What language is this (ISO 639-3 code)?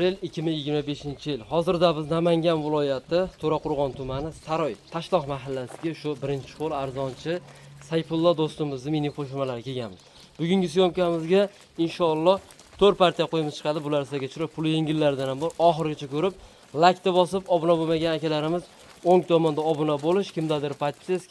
uzb